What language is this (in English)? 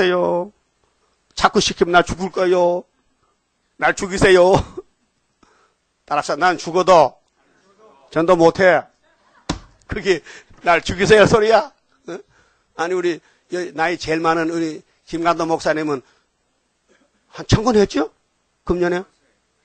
Korean